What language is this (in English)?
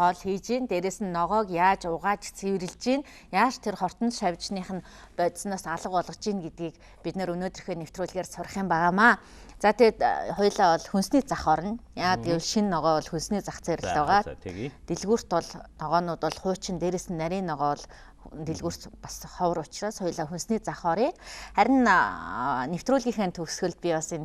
Mongolian